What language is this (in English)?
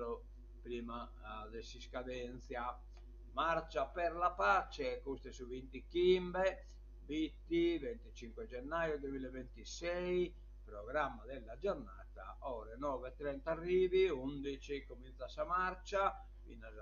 Sardinian